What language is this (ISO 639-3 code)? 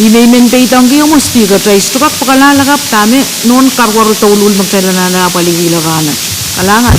pon